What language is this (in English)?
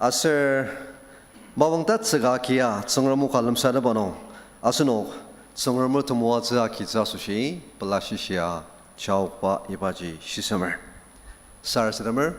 Ao Naga